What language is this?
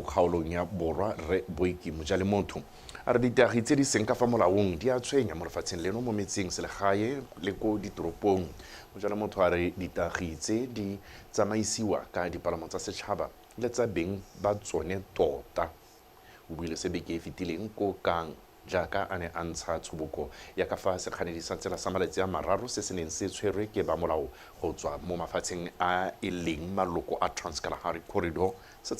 Tswana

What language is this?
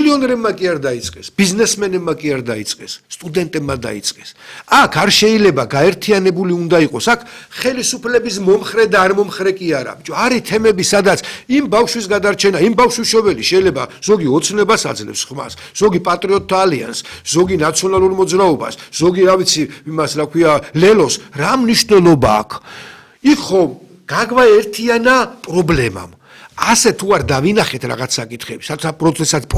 Georgian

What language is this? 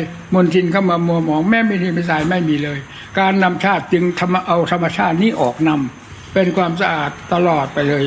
Thai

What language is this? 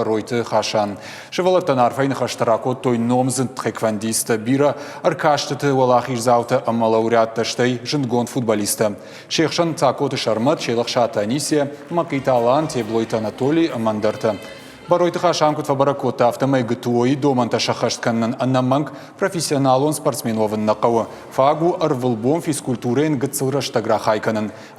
Ossetic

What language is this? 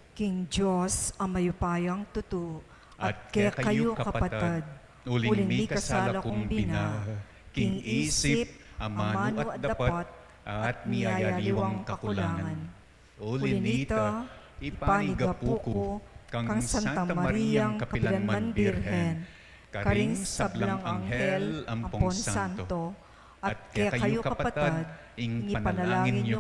Pampanga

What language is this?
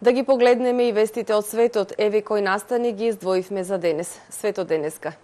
Macedonian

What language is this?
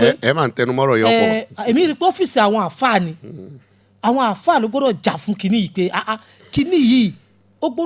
Yoruba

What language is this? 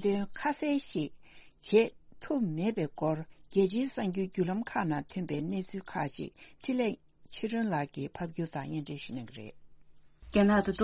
Tibetan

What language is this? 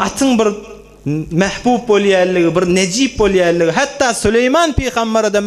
Turkmen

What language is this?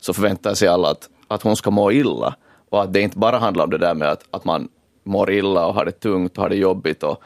Swedish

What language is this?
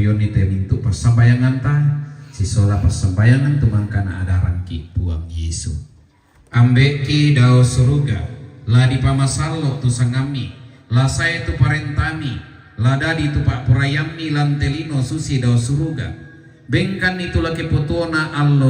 Toraja-Sa'dan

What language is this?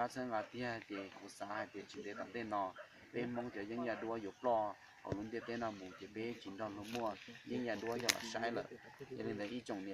Hmong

